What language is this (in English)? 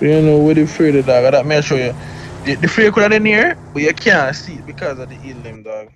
Jamaican Creole English